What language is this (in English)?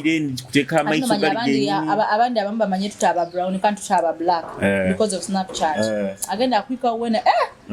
Nyoro